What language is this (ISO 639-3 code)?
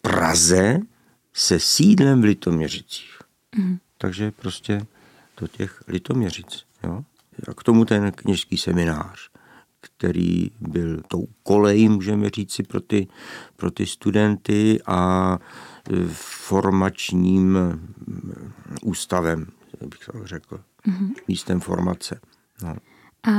ces